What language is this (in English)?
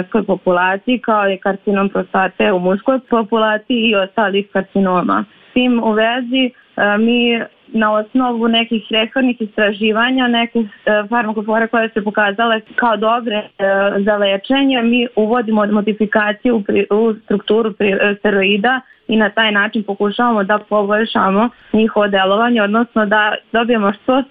Serbian